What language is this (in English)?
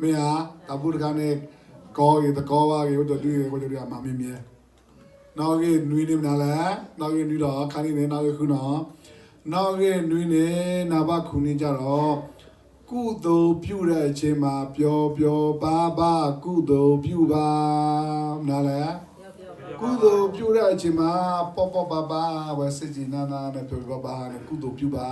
S'gaw Karen